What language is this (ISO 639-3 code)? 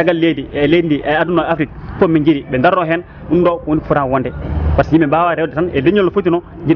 ful